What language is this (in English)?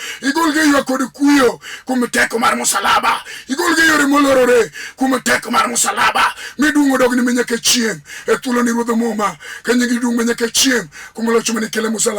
Luo (Kenya and Tanzania)